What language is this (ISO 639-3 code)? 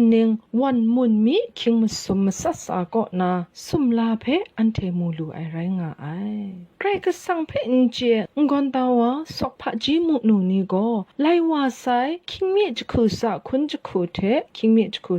kac